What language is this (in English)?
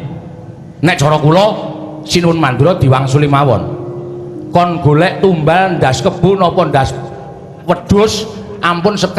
Javanese